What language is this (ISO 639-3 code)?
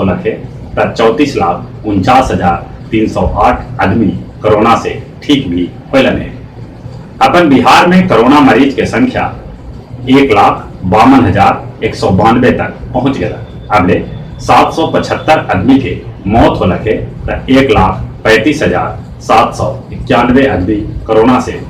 mag